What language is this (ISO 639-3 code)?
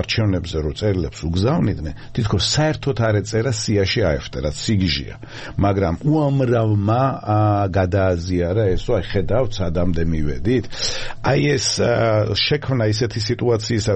kat